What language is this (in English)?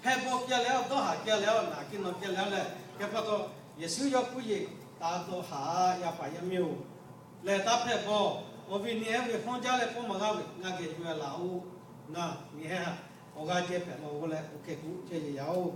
Lahu